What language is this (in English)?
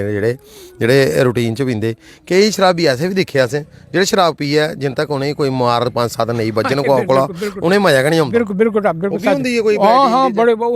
Dogri